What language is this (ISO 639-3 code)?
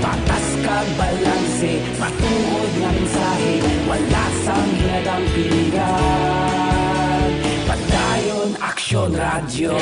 hil